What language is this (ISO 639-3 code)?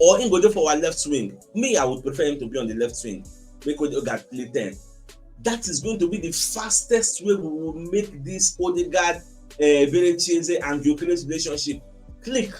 pcm